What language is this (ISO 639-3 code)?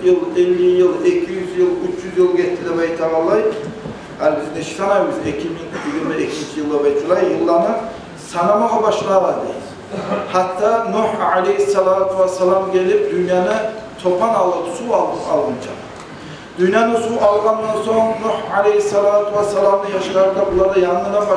kum